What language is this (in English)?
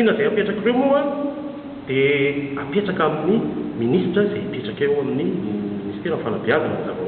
Malagasy